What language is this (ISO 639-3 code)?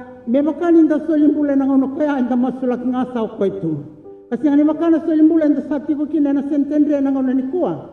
fij